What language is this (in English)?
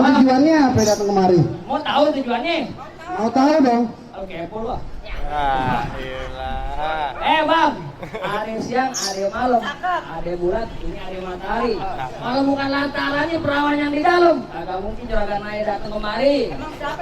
Betawi